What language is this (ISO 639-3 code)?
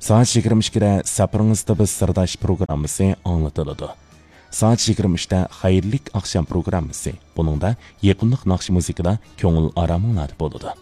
uig